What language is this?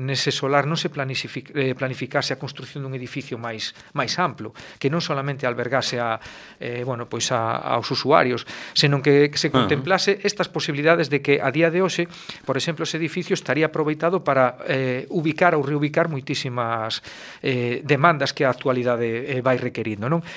Galician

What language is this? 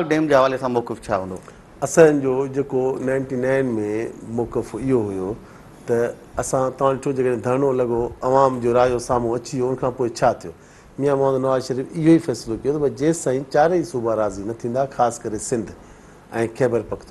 Sindhi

